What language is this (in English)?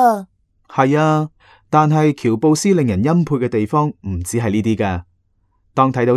Cantonese